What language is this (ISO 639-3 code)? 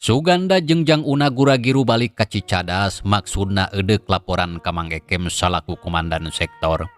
sun